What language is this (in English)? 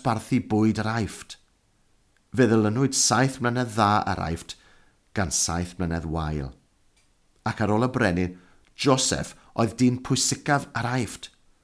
Welsh